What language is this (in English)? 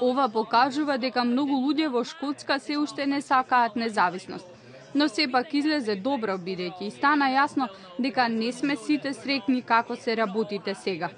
Macedonian